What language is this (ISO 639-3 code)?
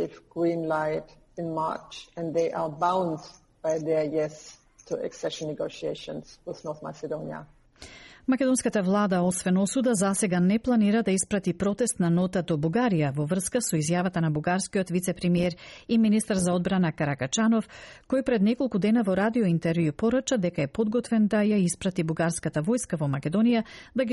mkd